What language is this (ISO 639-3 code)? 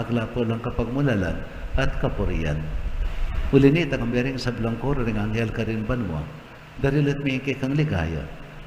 pam